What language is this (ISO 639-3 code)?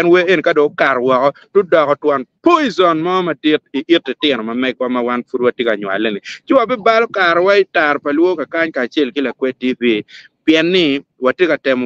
ach